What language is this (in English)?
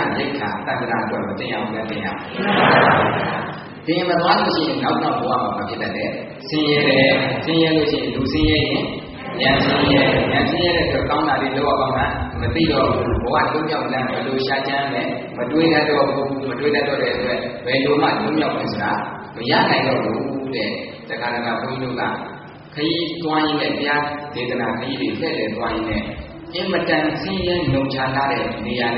Burmese